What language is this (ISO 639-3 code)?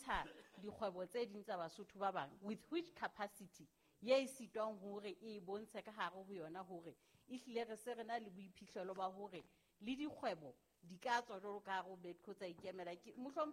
sot